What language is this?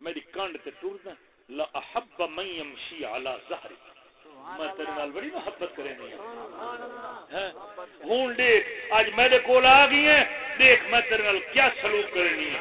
Saraiki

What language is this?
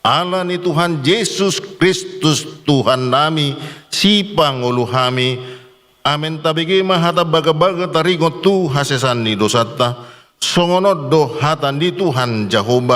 Batak Toba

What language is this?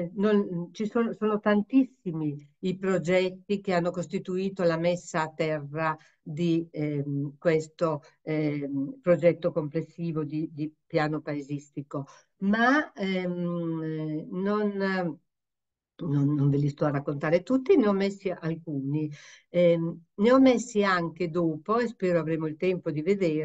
Italian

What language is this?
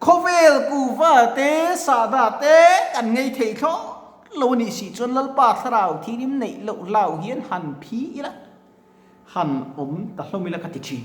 Mizo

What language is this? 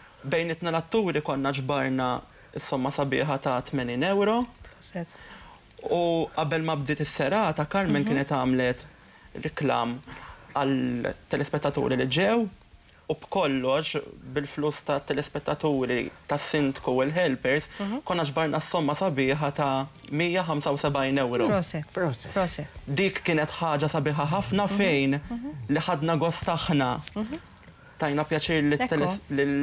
Maltese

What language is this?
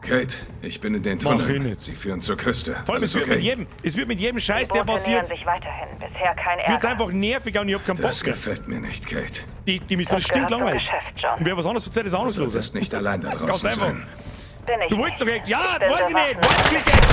Bavarian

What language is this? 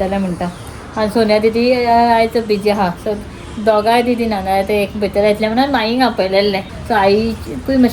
Konkani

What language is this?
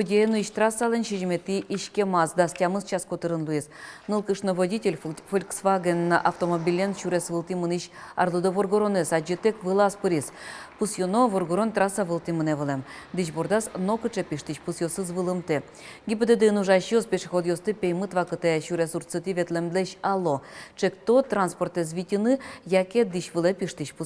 Udmurt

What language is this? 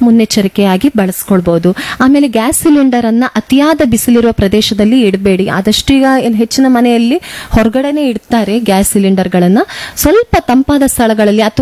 Kannada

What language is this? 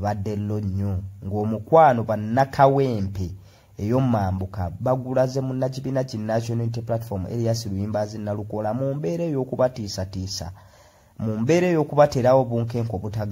Ganda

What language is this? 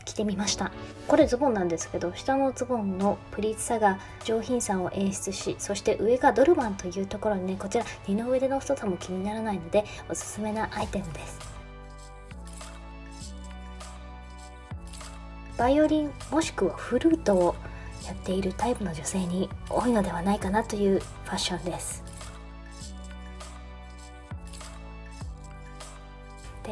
Japanese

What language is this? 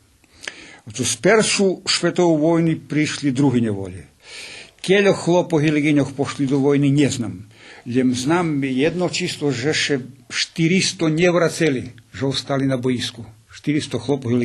Rusyn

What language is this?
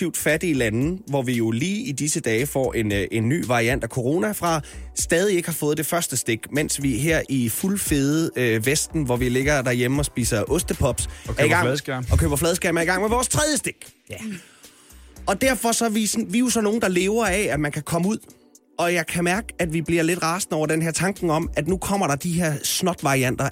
Danish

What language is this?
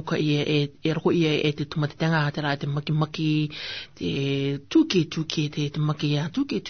Rarotongan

